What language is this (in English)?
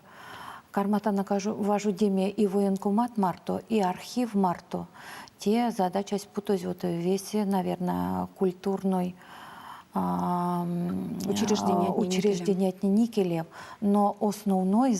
Erzya